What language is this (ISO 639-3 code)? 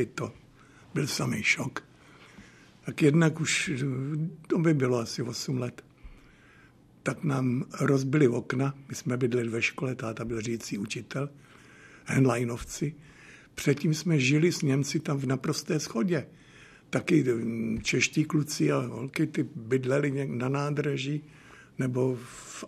ces